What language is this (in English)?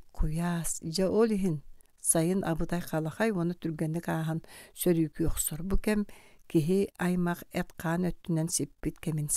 Yakut